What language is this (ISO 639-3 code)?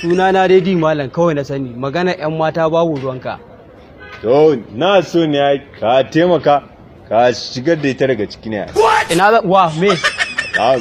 hau